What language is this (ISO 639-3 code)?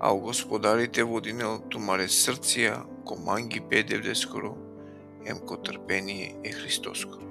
rmn